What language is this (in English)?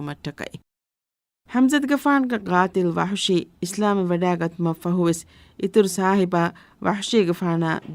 Divehi